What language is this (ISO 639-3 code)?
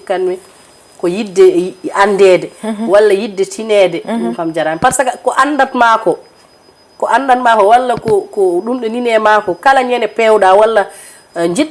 ful